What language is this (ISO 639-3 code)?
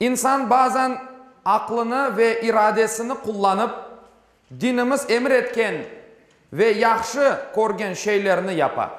crh